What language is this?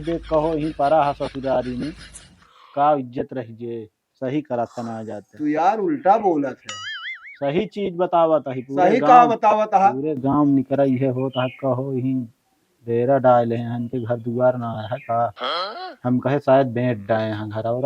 Awadhi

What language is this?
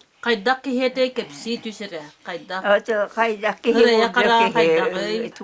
Yakut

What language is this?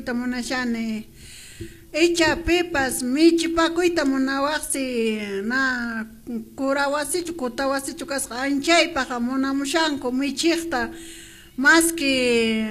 Quechua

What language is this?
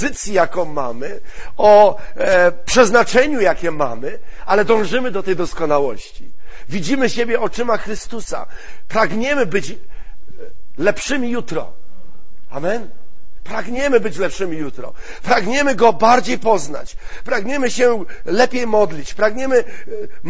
Polish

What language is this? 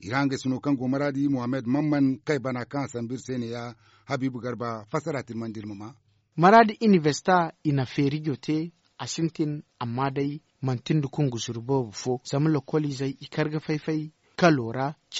Zarma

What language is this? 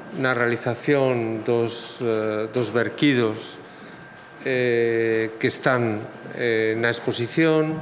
Galician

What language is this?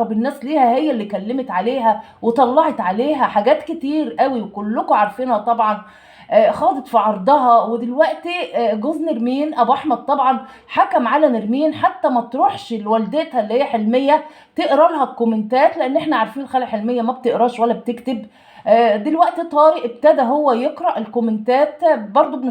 Egyptian Arabic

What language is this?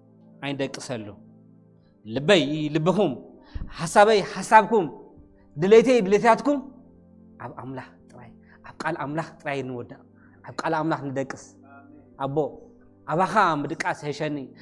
Tigrinya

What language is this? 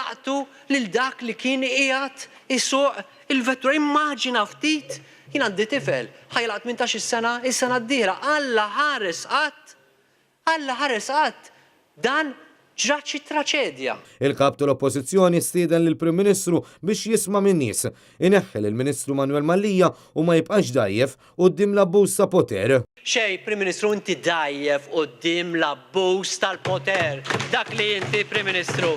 Maltese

